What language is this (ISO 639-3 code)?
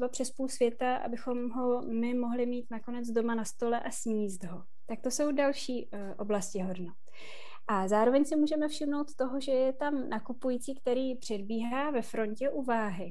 ces